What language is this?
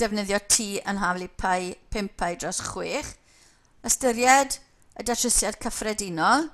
Welsh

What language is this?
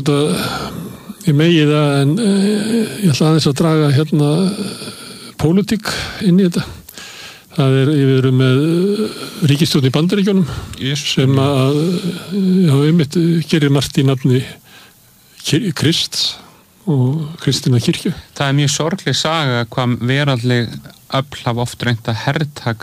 Icelandic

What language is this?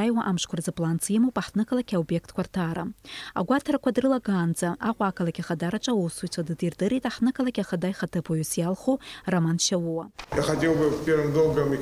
Abkhazian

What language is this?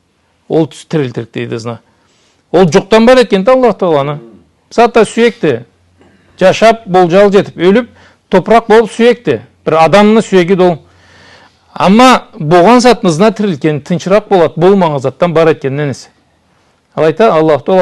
Karachay-Balkar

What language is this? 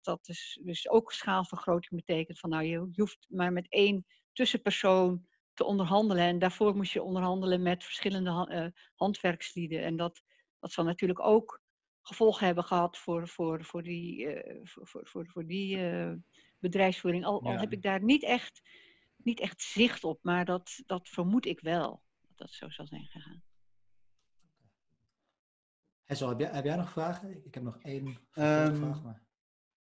Dutch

